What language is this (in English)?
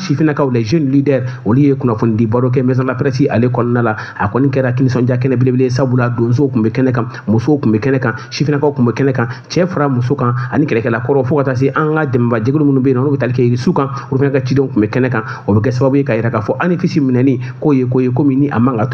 Bambara